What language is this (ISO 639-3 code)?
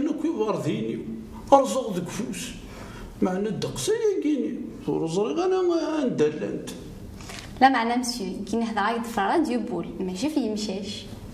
kab